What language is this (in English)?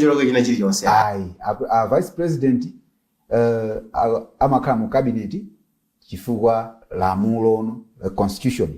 Nyanja